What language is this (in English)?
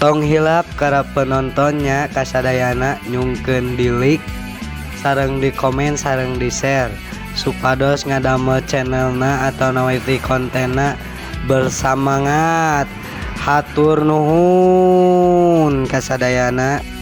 Sundanese